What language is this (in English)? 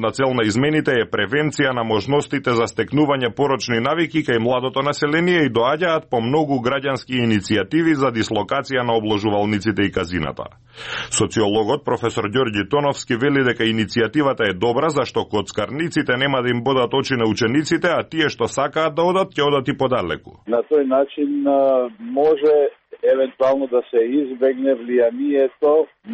Macedonian